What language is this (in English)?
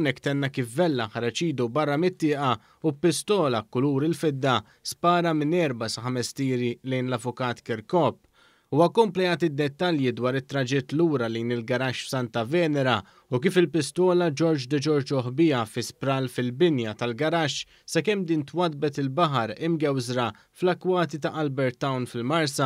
Maltese